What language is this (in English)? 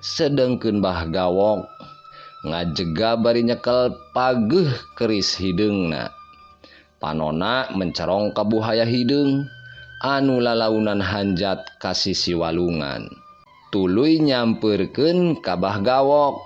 Sundanese